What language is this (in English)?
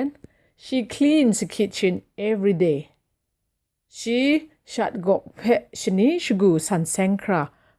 Kachin